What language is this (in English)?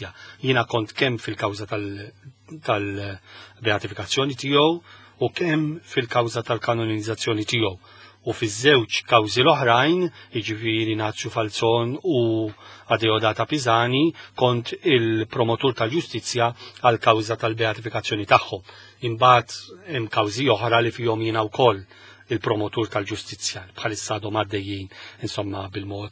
Maltese